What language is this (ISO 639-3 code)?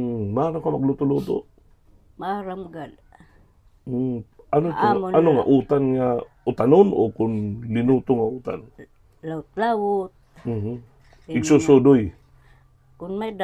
war